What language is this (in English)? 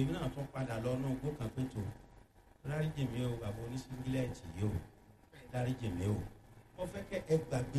Yoruba